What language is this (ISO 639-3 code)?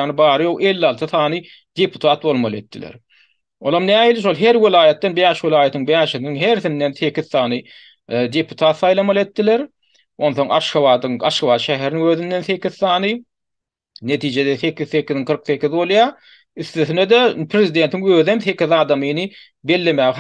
tuk